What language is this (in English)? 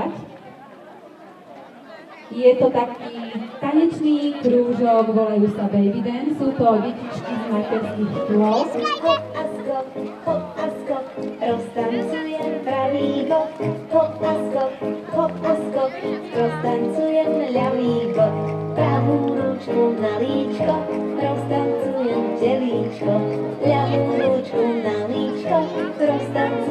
Slovak